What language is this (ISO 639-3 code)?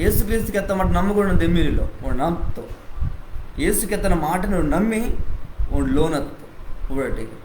kff